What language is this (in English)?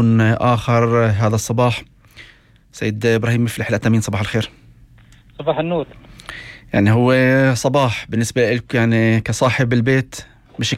North Levantine Arabic